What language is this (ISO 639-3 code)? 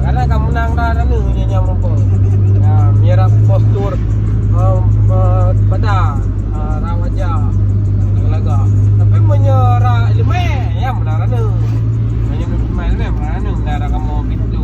ace